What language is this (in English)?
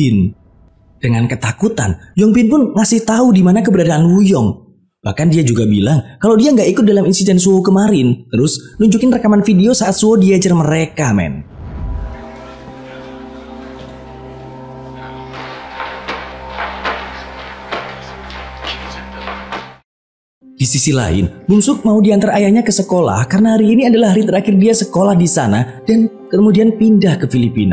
Indonesian